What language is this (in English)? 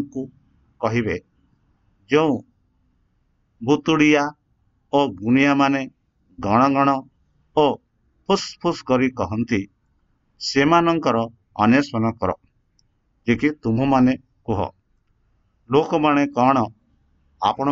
Odia